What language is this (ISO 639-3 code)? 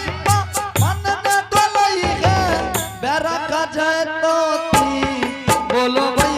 anp